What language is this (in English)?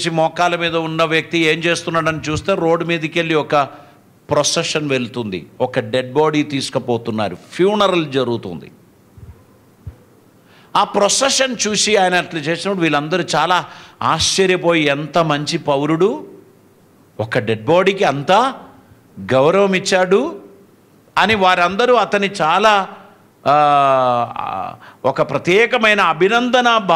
Telugu